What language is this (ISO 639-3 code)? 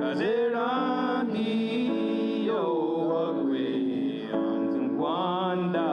moh